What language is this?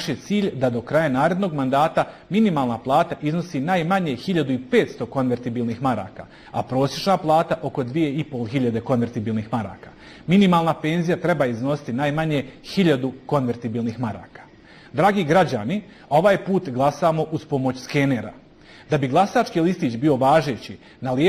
Bosnian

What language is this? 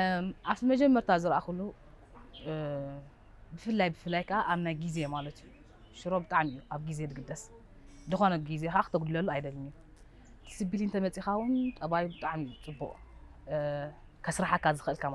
Tigrinya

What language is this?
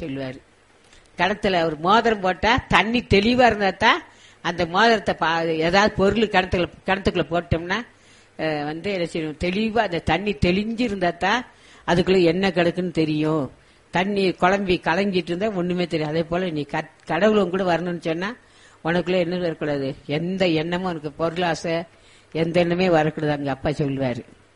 Tamil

